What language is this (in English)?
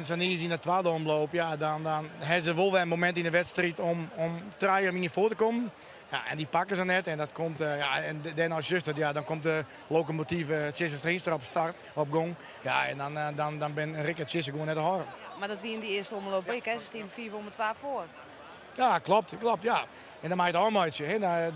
Western Frisian